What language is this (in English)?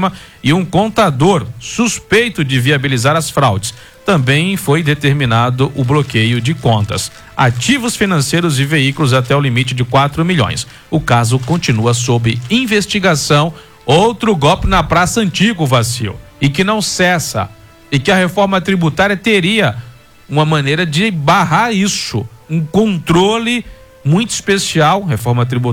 Portuguese